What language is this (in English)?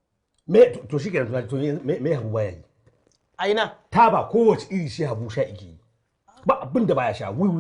Hausa